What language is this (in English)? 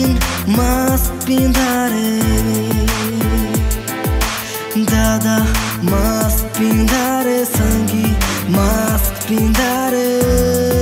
Sadri